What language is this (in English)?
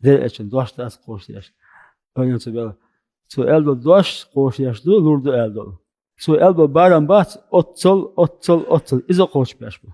Chechen